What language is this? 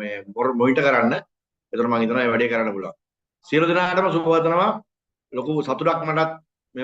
Sinhala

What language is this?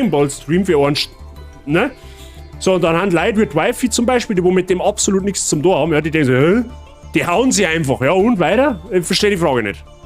Bavarian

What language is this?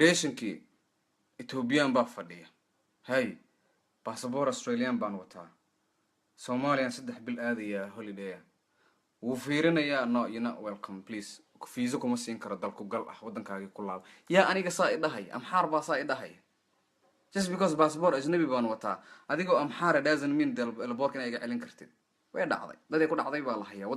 Somali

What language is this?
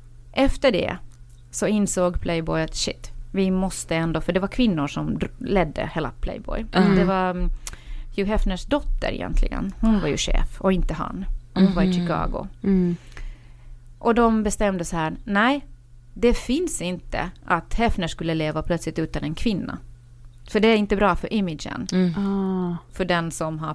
Swedish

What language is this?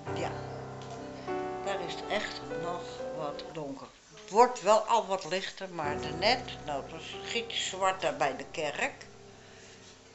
Dutch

